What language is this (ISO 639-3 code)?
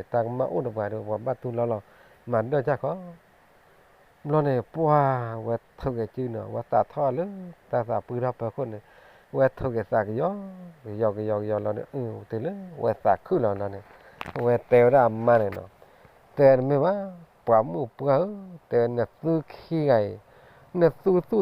ksw